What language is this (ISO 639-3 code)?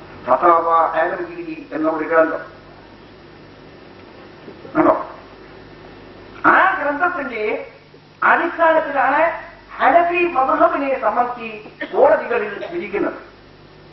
mal